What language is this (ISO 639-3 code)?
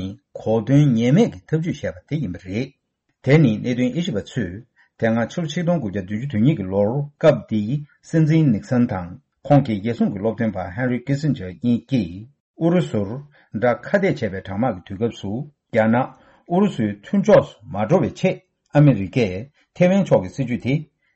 bod